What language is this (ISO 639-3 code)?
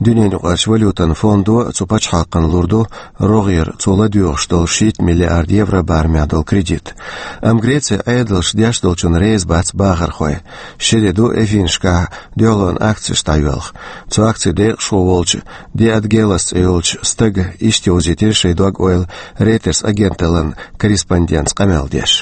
che